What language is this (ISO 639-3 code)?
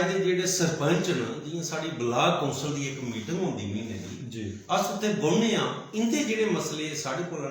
doi